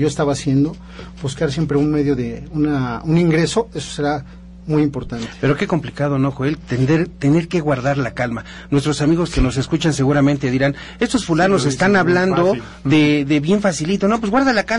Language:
Spanish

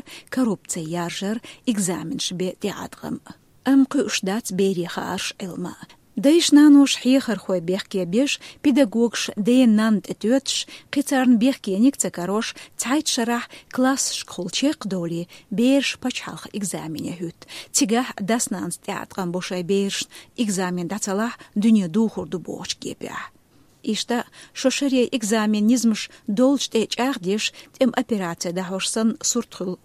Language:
Chechen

